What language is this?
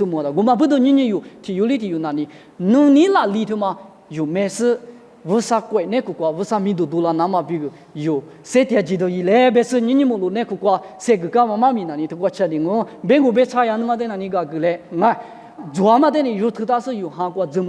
Lisu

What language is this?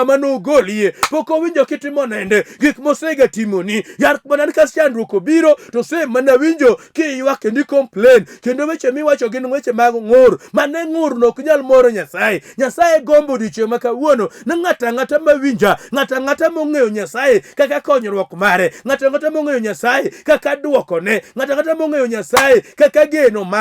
Luo (Kenya and Tanzania)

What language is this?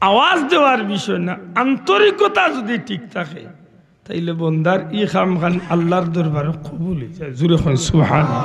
Sylheti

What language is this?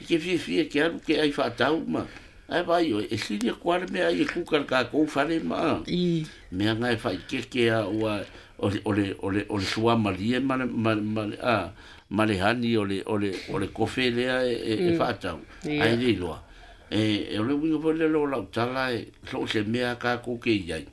Samoan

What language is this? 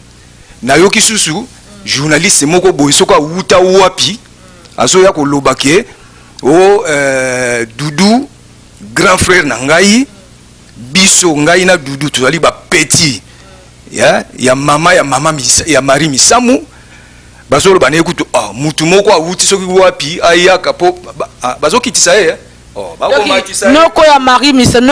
Lingala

